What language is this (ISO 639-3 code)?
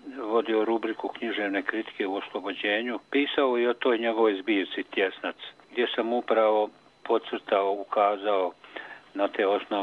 bos